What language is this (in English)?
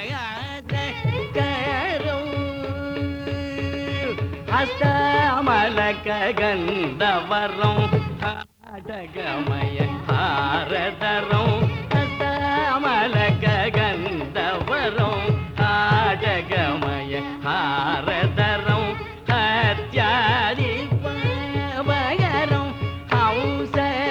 Tamil